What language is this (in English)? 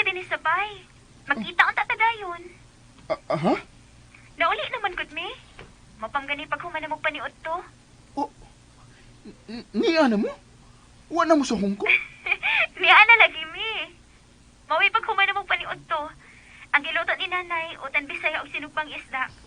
Cebuano